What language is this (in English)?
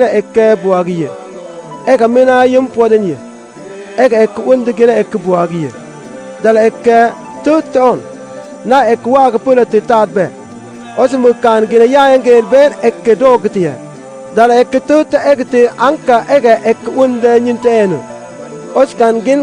Mabaan